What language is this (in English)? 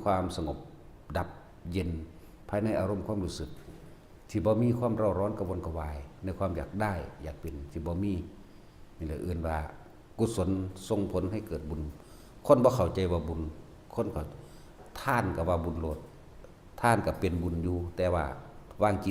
Northeastern Thai